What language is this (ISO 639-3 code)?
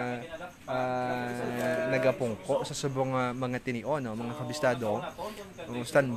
hil